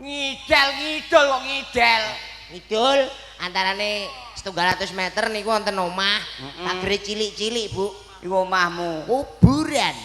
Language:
Javanese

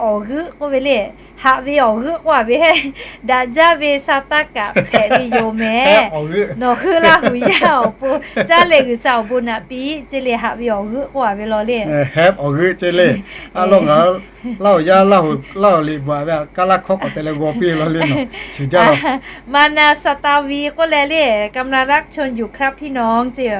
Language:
Lahu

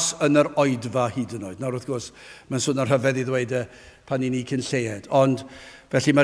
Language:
Welsh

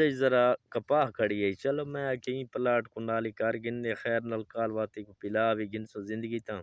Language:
Saraiki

